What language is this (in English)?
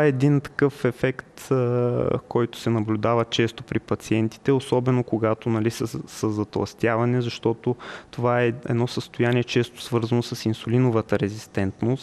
Bulgarian